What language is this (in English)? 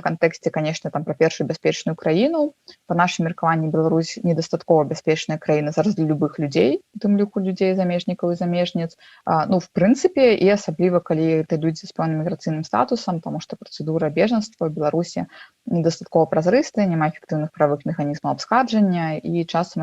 Belarusian